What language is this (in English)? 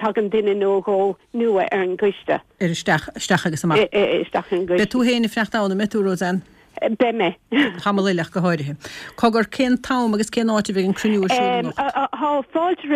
Irish